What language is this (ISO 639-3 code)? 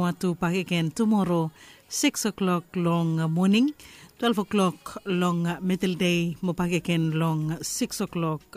bis